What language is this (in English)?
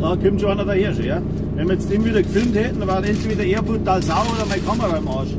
Bavarian